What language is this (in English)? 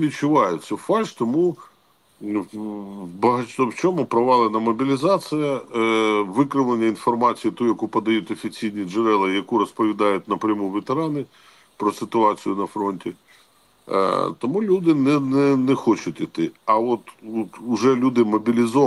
Ukrainian